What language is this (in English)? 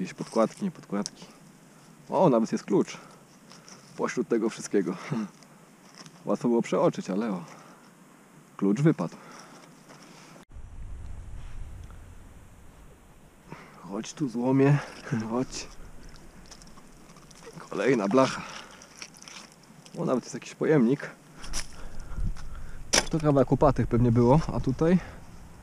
Polish